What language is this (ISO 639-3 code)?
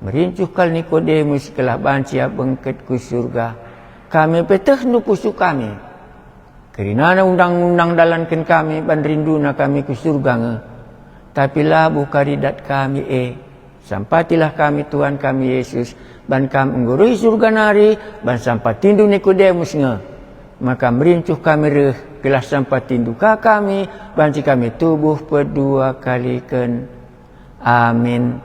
btx